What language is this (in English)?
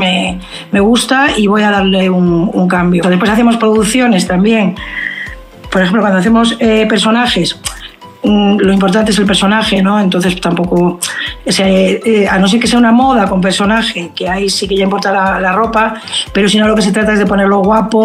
Spanish